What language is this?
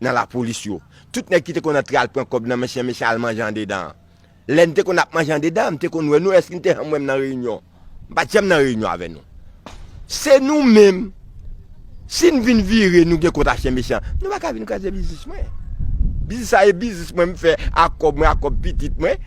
Haitian Creole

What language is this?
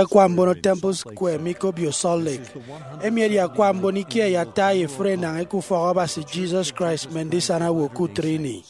Efik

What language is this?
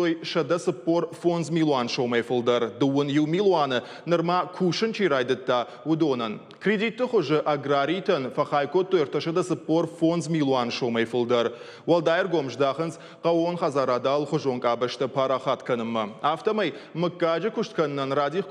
Ossetic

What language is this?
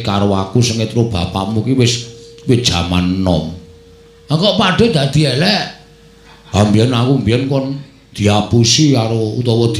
Javanese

